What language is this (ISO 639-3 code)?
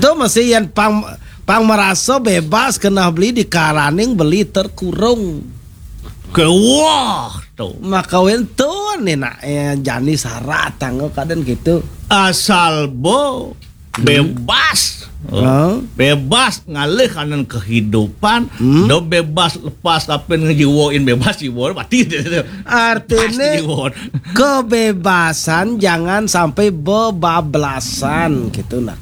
ban